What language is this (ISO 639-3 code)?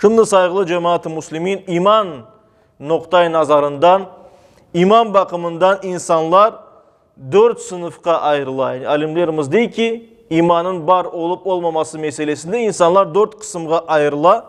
crh